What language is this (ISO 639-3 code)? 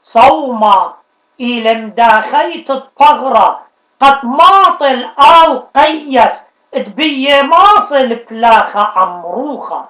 aii